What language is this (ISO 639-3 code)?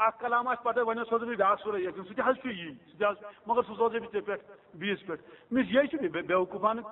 kas